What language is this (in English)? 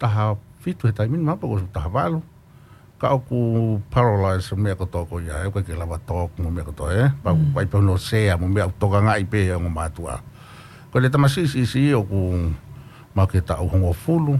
Tongan